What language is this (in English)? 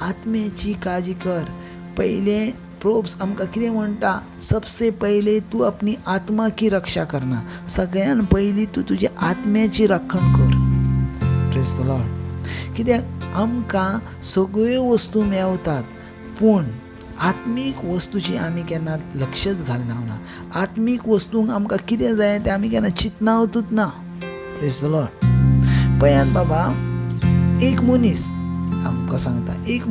Konkani